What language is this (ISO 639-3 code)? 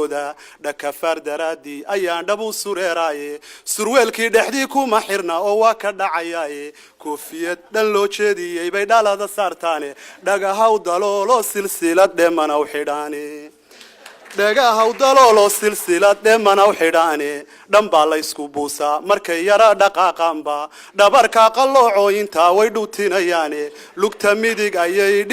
som